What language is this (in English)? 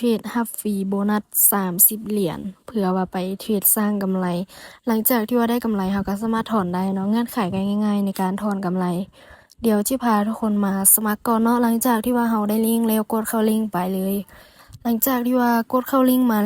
Lao